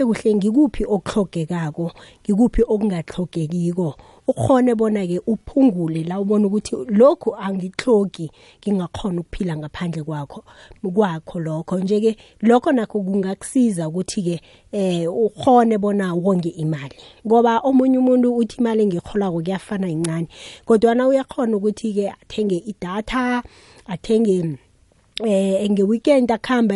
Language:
South Ndebele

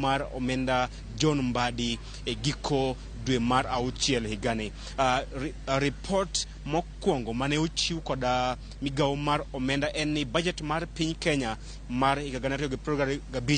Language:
Luo (Kenya and Tanzania)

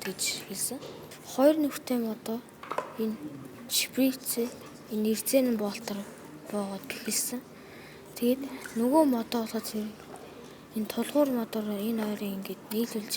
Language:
Mongolian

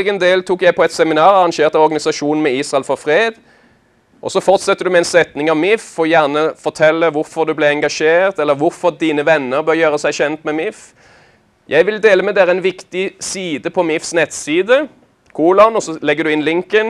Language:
Norwegian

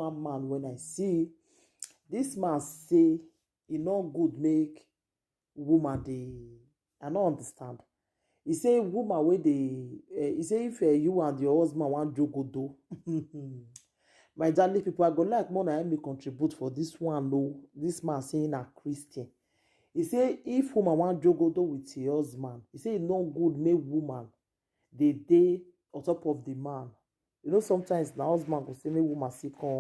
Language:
Nigerian Pidgin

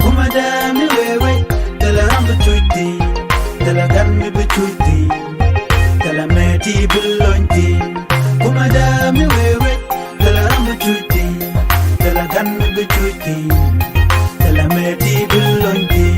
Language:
Nuer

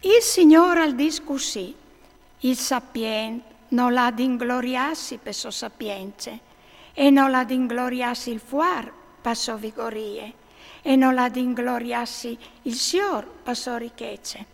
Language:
Friulian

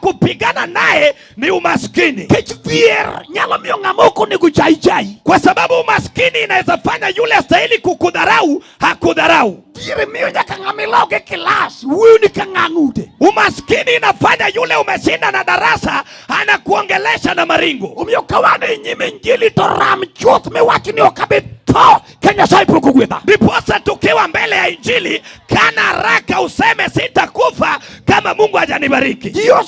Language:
Luo (Kenya and Tanzania)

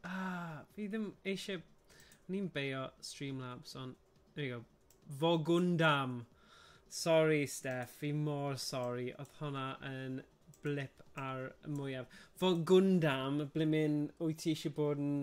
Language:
Welsh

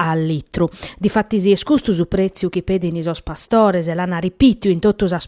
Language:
Sardinian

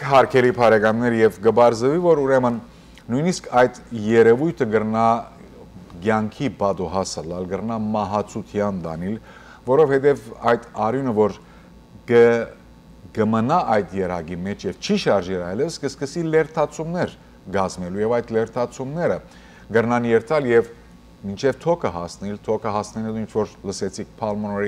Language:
Western Armenian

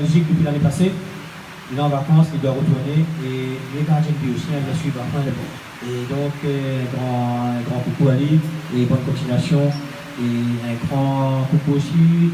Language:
Réunion Creole French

